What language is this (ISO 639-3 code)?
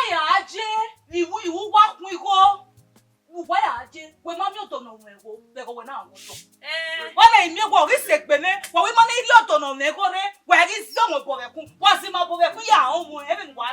bin